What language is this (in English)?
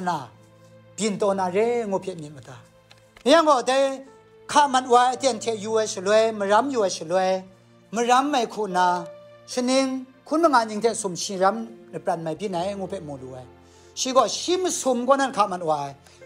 Kachin